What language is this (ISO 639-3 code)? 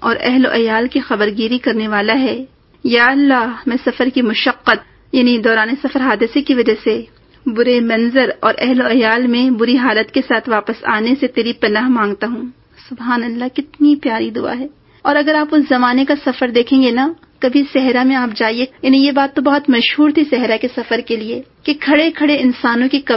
urd